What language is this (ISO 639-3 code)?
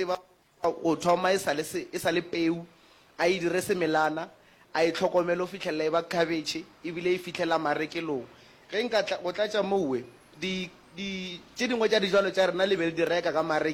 nso